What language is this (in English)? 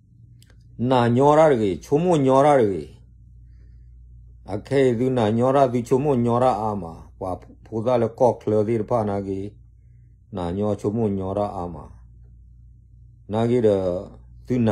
S'gaw Karen